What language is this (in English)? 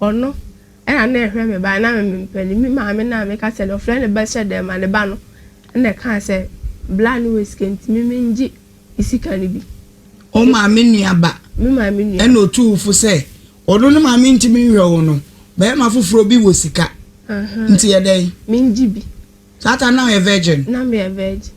Akan